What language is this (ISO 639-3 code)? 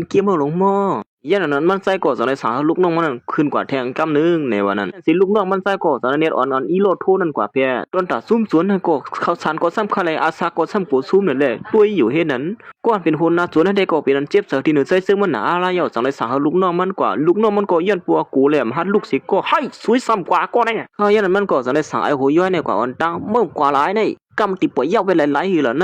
shn